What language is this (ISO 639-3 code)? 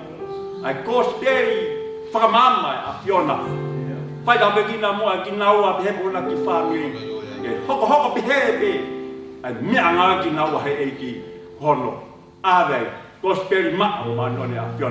ton